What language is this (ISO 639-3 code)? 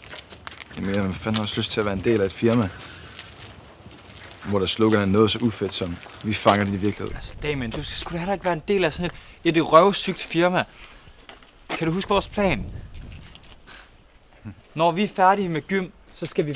dan